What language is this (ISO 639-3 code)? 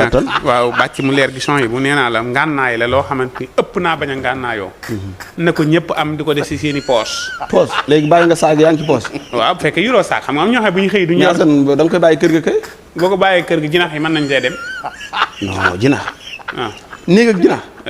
wol